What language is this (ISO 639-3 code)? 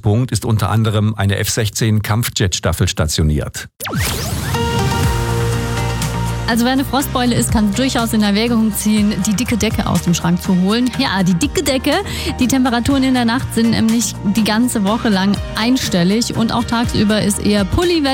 deu